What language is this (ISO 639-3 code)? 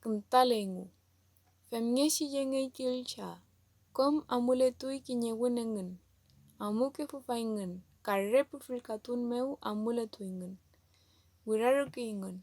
arn